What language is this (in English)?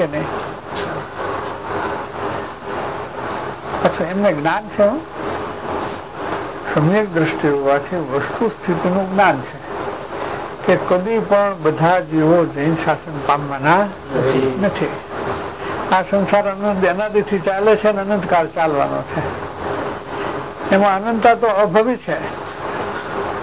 Gujarati